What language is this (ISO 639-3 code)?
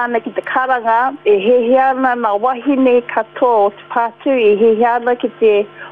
mri